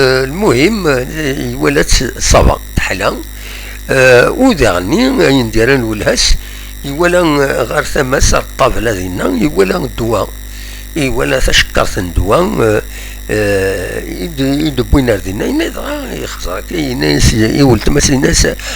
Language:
Kabyle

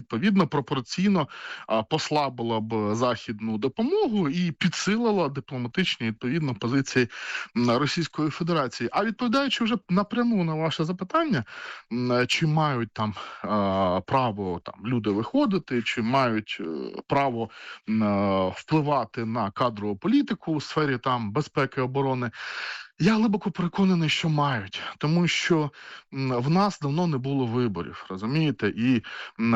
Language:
Ukrainian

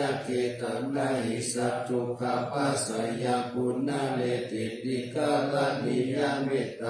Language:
Pali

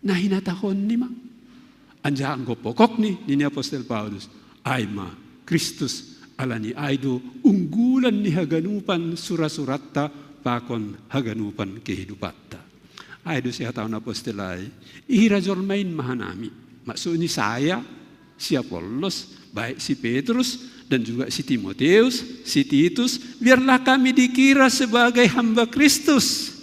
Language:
Batak Simalungun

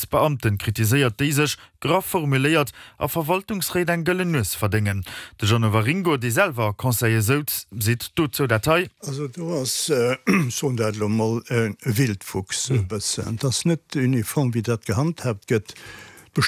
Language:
Luxembourgish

